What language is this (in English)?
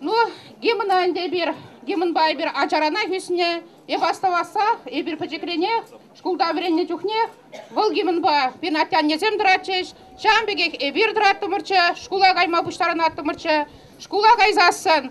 Chuvash